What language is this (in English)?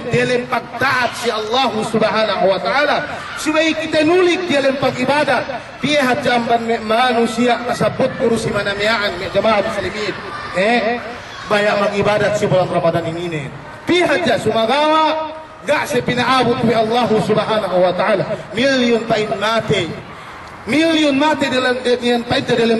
Yakan